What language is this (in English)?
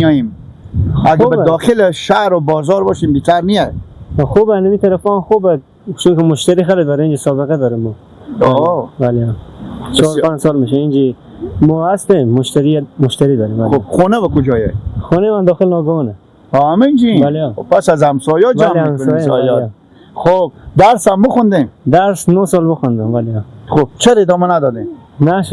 Persian